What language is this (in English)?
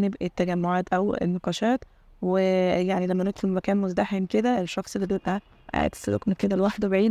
Egyptian Arabic